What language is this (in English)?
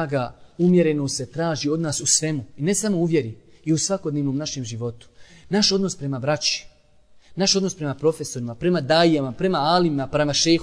Bosnian